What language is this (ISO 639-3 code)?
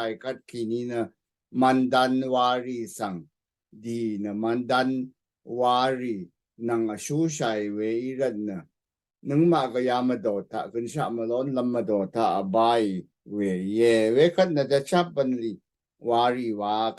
raw